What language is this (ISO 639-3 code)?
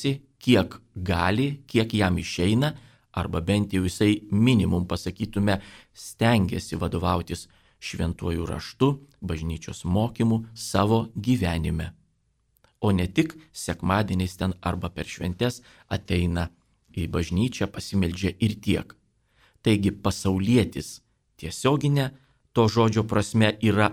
lit